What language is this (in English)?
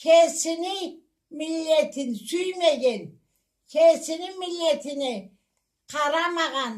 Karachay-Balkar